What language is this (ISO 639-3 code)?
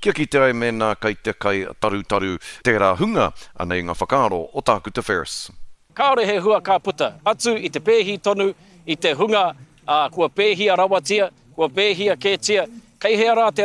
mri